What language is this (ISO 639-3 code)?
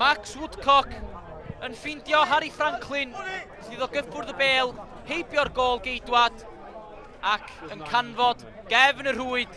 cym